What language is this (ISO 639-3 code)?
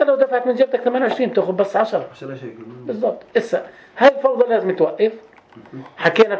apc